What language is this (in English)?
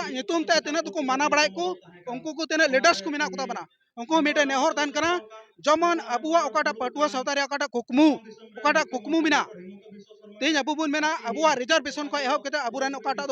Santali